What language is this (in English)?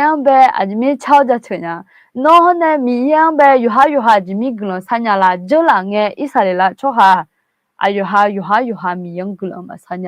Akha